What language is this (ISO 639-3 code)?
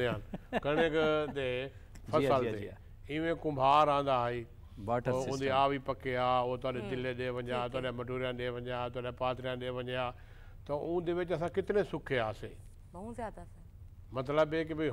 skr